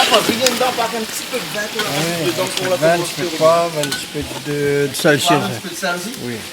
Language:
Réunion Creole French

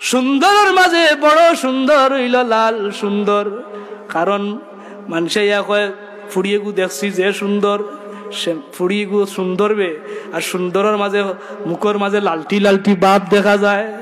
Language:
Sylheti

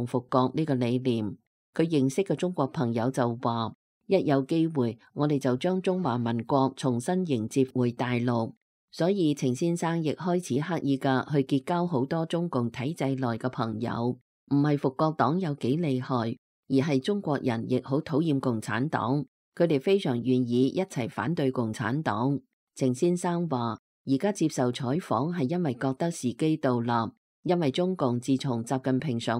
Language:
Cantonese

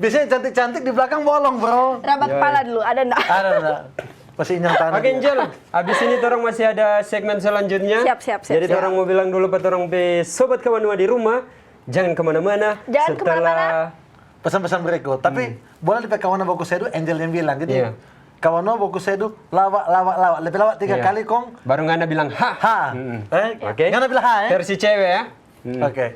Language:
Manado Malay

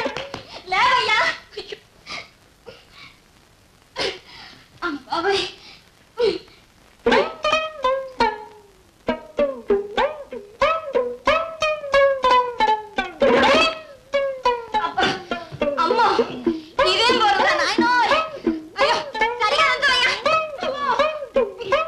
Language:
Telugu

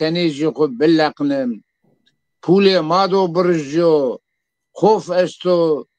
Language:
Zaza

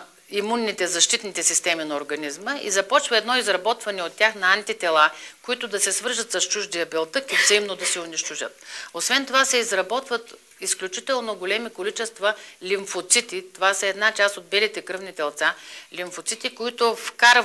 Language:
Bulgarian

